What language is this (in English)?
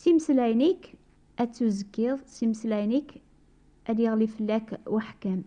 Kabyle